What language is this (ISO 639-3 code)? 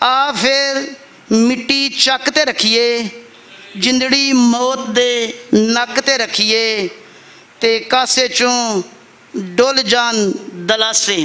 lah